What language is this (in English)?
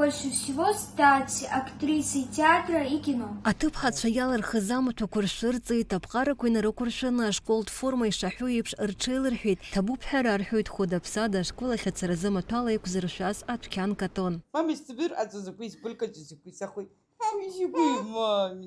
Abkhazian